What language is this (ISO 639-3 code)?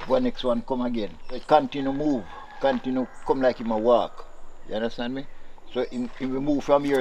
jam